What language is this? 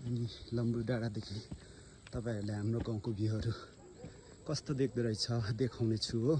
Nepali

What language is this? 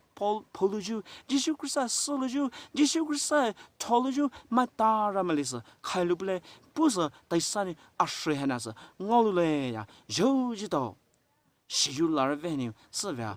Poumei Naga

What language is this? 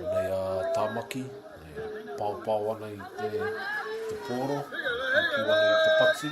Māori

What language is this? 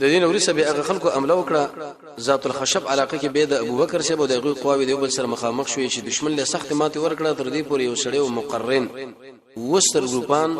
Pashto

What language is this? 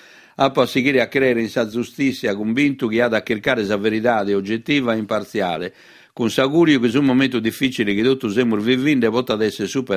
Sardinian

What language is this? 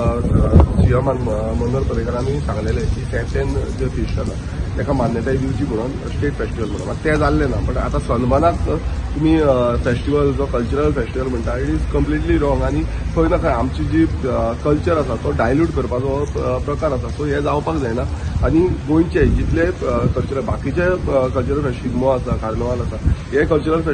Konkani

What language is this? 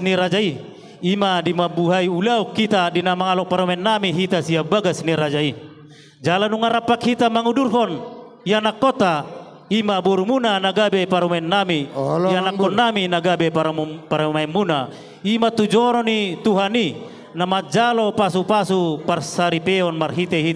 Batak Toba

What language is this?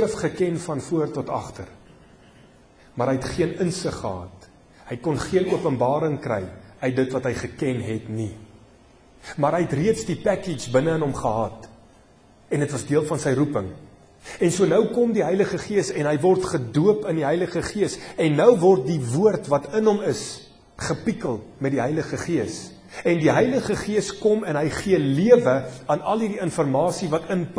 Afrikaans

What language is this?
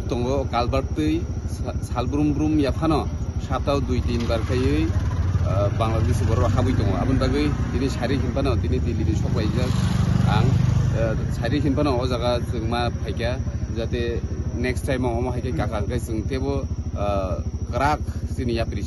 Kok Borok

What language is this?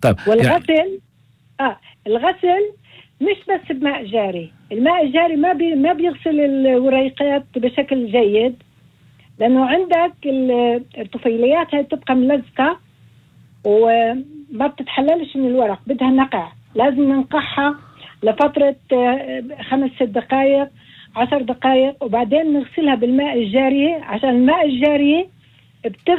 North Levantine Arabic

